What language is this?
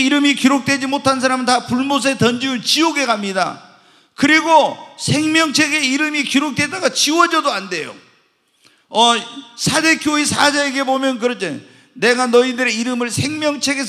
Korean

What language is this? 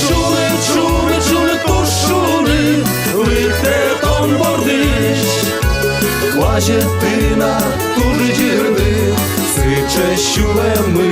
Udmurt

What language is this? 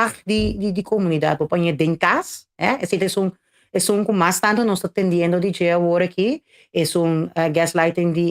Papiamento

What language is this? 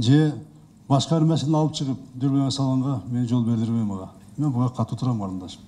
Kyrgyz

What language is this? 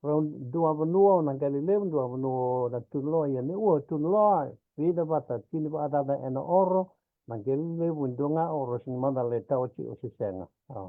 Fijian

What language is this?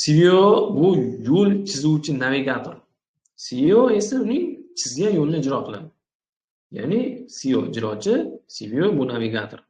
Uzbek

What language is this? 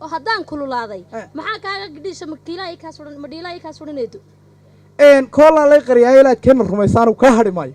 Somali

